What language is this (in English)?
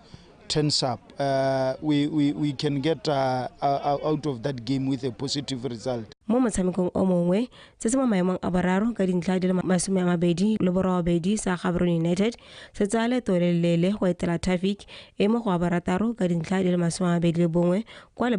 Tswana